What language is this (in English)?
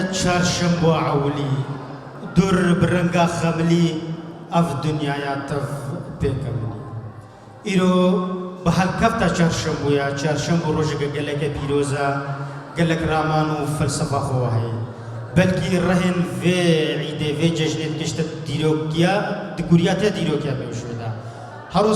Kurdish